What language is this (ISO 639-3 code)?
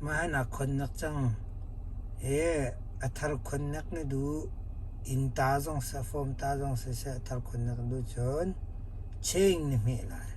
cnh